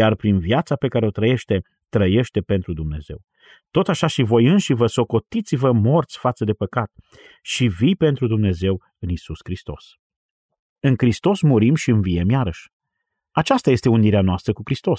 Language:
Romanian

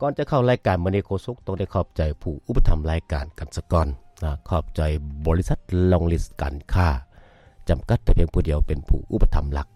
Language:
Lao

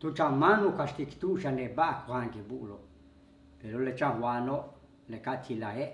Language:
Yucateco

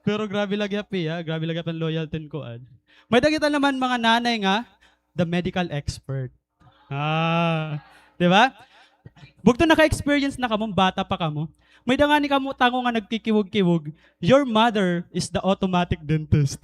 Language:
Waray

